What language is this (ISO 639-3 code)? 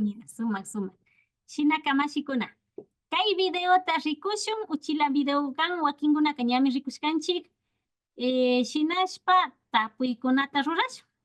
qvi